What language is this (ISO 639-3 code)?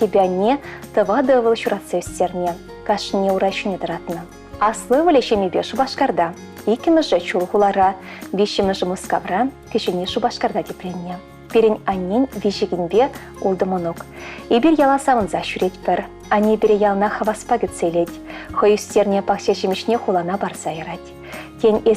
chv